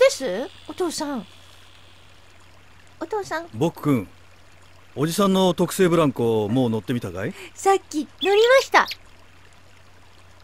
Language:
Japanese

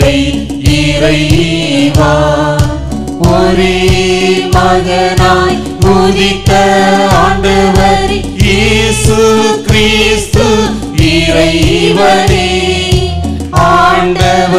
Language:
Tamil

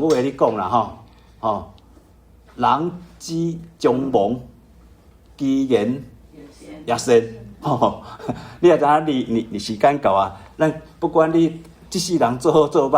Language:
Min Nan Chinese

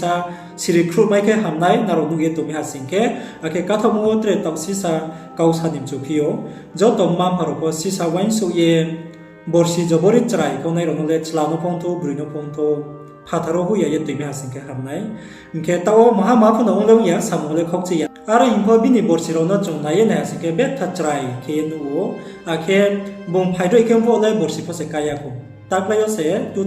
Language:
Riang (India)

